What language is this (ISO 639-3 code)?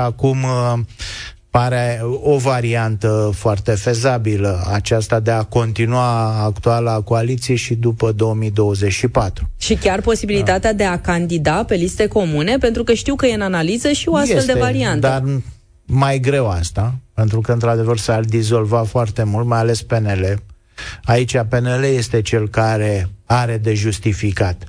ron